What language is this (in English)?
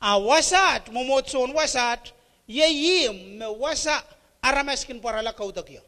Pohnpeian